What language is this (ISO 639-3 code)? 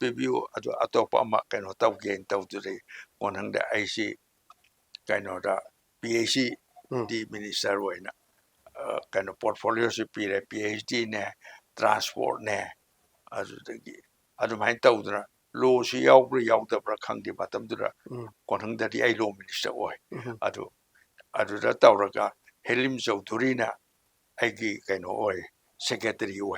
mni